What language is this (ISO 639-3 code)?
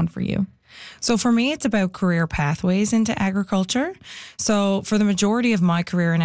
eng